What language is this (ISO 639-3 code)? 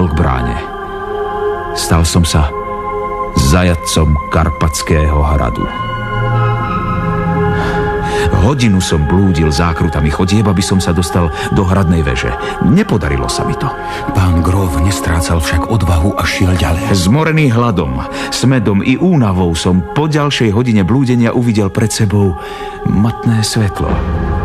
slk